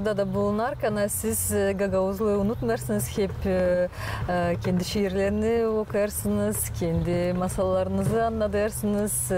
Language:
Gagauz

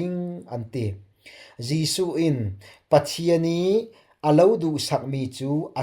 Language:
Falam Chin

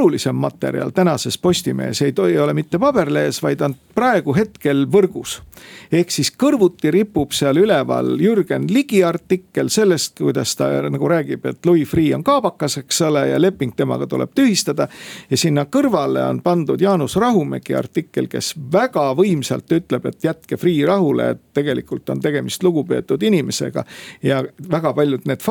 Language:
Estonian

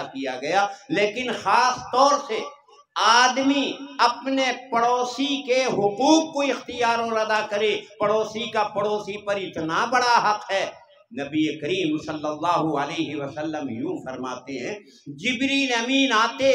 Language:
Urdu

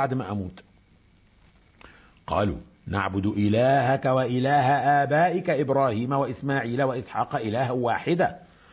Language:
Arabic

